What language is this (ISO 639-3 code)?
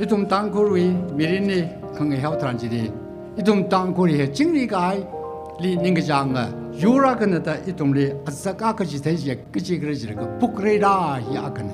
nmf